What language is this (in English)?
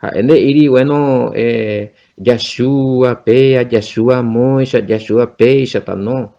Guarani